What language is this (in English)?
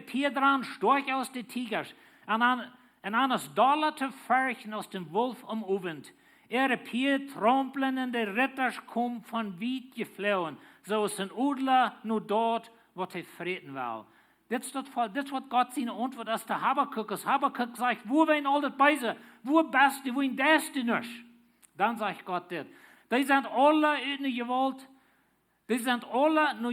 Plautdietsch